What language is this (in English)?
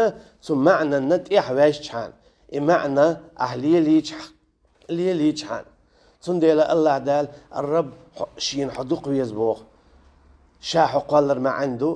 Chechen